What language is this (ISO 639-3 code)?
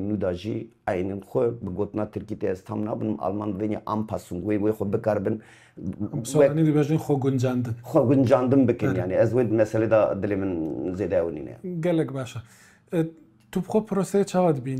kur